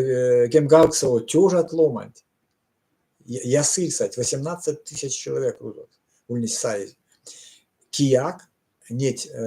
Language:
Erzya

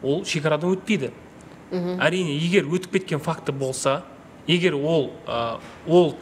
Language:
Kazakh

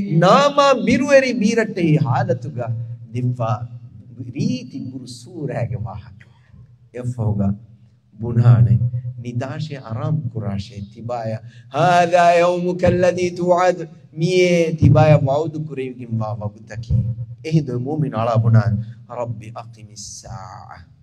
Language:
Divehi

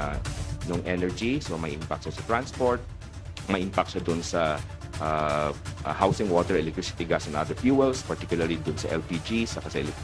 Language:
Filipino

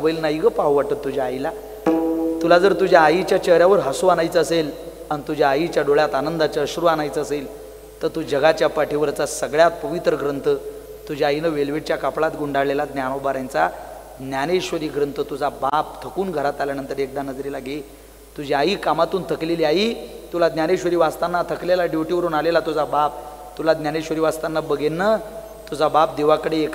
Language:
Marathi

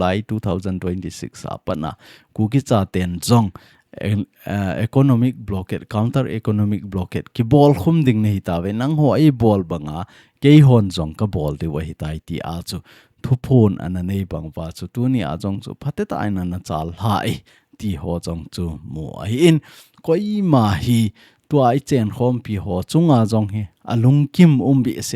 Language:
Thado Chin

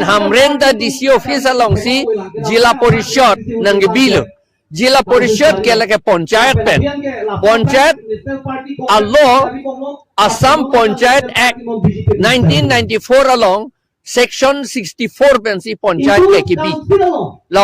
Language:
Karbi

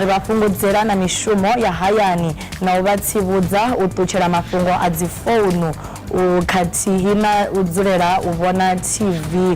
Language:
Venda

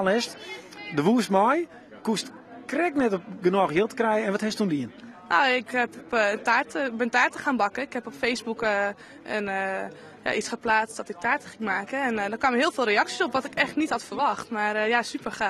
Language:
Western Frisian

